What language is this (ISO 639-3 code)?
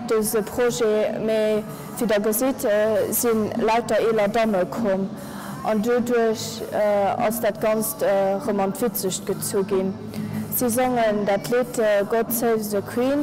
ltz